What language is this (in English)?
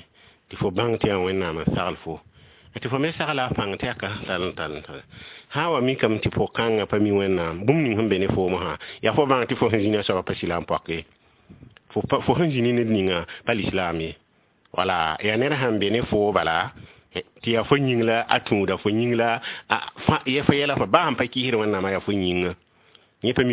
Mossi